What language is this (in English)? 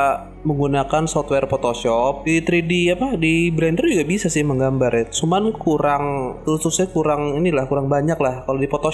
Indonesian